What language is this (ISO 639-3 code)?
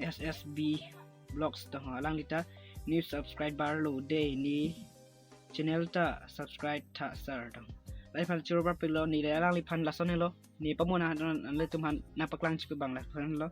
mjw